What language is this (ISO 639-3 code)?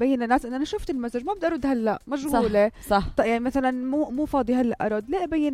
apc